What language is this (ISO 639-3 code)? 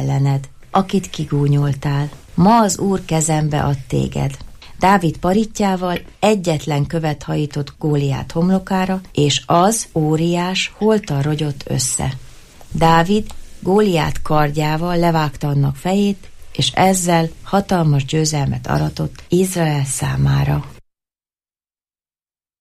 hun